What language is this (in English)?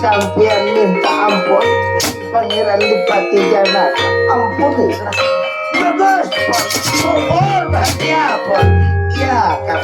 Banjar